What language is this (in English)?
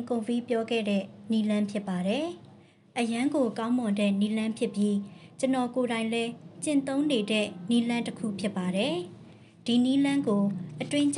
Burmese